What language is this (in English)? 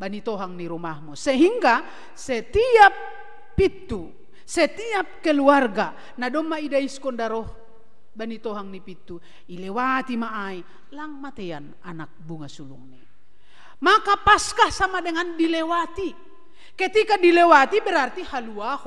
Batak Simalungun